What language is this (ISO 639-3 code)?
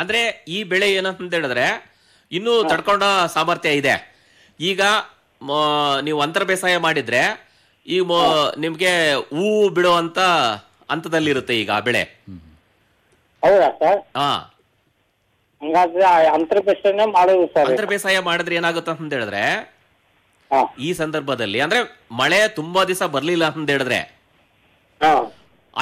kan